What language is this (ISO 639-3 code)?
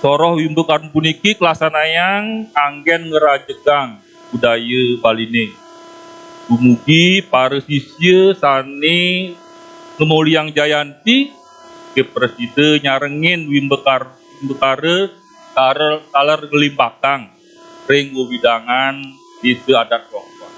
ban